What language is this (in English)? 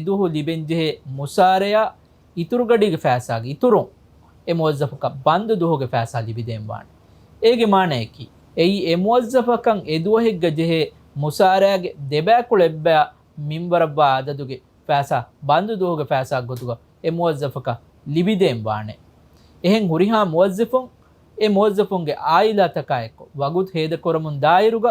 Divehi